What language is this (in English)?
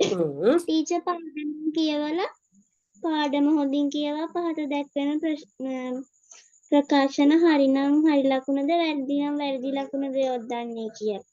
Sinhala